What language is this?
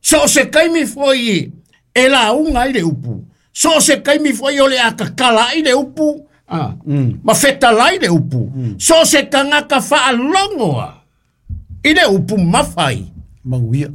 Samoan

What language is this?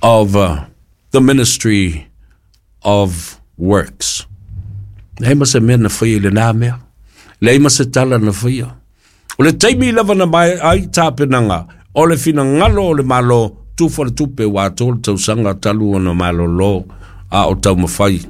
Samoan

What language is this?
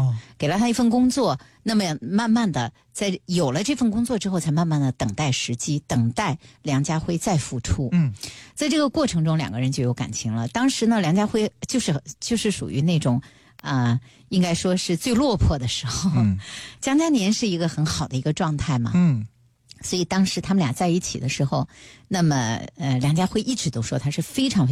Chinese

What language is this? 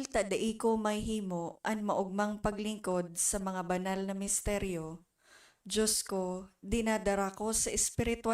Bikol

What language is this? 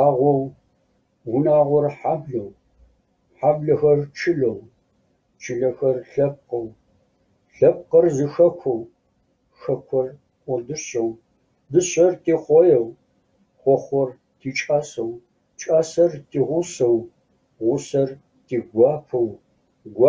Kabardian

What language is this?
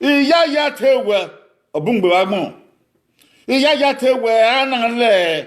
Bini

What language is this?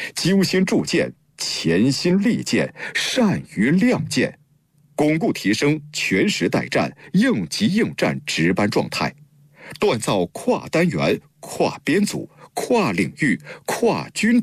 Chinese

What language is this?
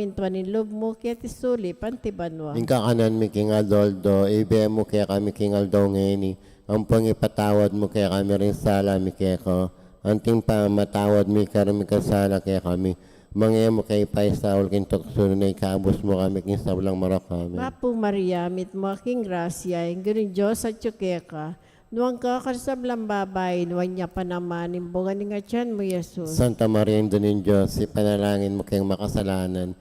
Pampanga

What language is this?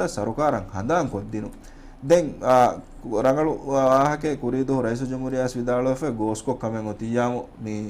Divehi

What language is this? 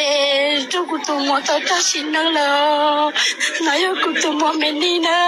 Hmong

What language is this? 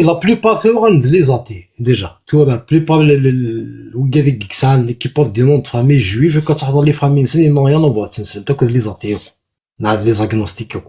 Kabyle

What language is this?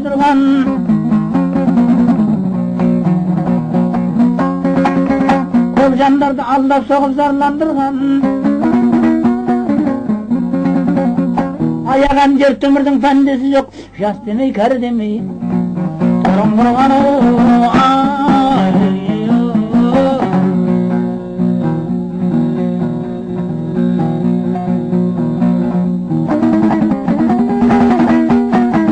Kazakh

